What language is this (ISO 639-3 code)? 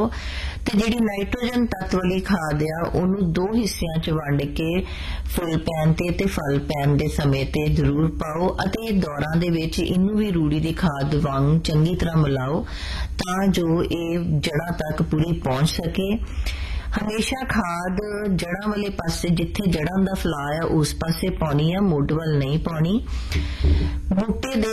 pan